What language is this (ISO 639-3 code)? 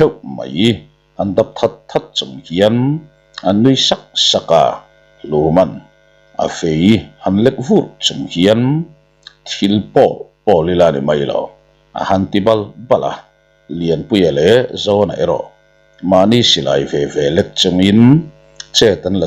lus